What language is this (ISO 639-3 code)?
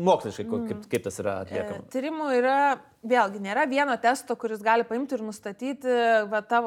lit